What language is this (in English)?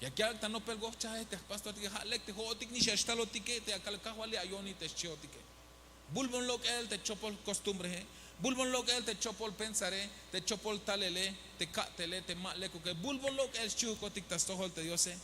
Tzeltal